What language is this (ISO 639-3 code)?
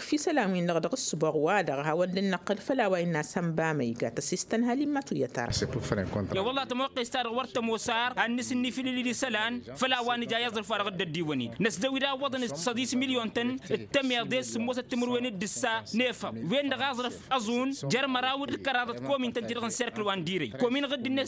taq